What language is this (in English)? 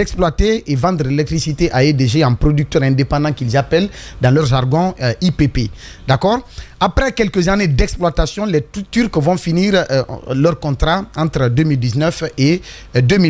French